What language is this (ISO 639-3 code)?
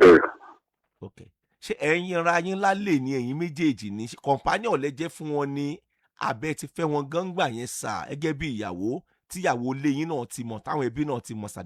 yor